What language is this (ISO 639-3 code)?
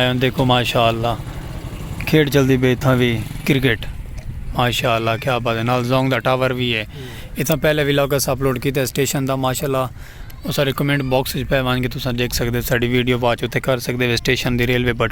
skr